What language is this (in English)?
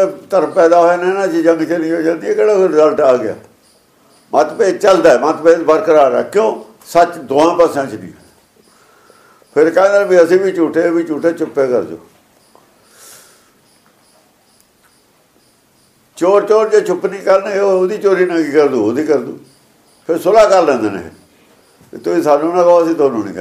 Punjabi